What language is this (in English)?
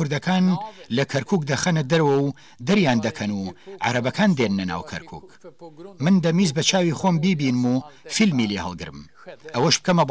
Kurdish